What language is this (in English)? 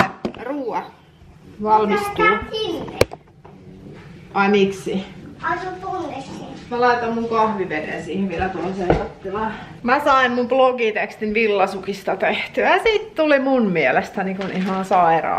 Finnish